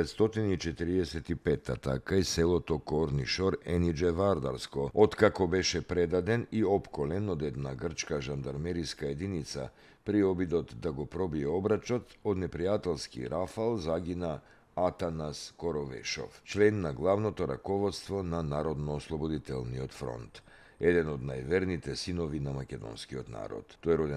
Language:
Macedonian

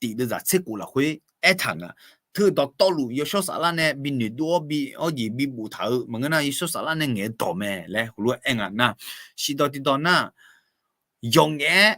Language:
Akha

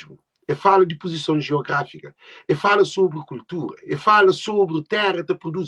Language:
Kabuverdianu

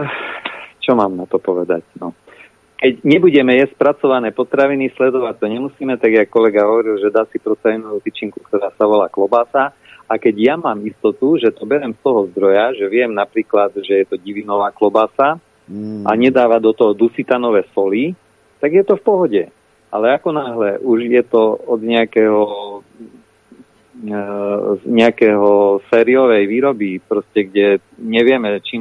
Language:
Slovak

